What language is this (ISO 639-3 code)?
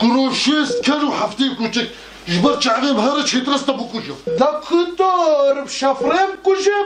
kur